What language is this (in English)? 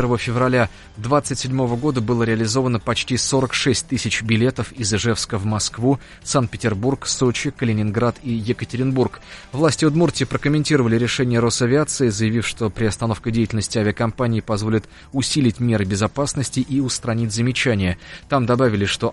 Russian